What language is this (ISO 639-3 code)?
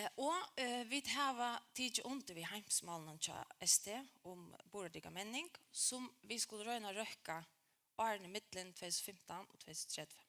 fao